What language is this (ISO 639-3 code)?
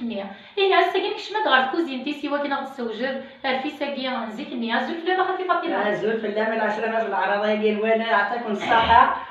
kab